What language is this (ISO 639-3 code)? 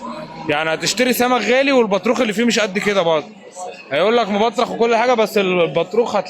arz